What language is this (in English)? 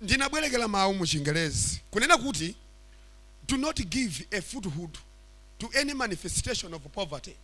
Nyanja